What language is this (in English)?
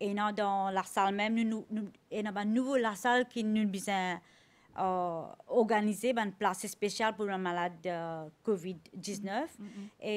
Morisyen